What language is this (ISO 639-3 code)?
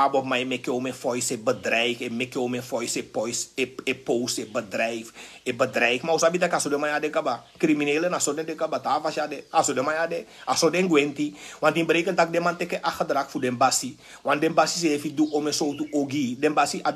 srn